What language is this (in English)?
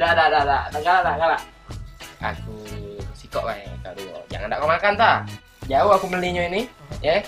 Musi